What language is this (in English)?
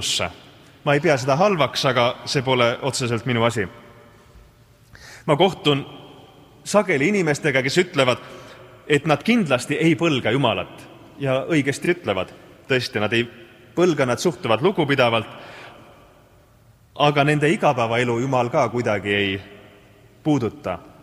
Estonian